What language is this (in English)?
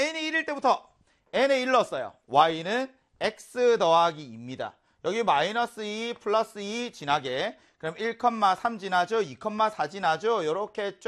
Korean